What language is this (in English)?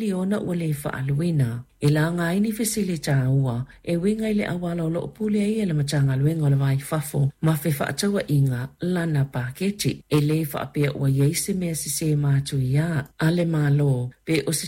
Samoan